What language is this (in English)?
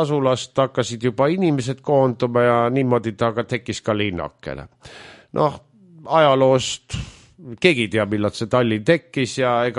Estonian